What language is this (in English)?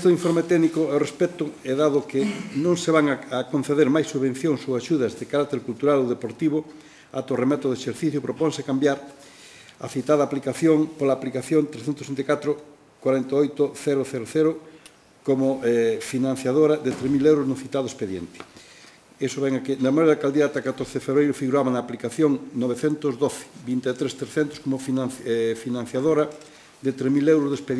Galician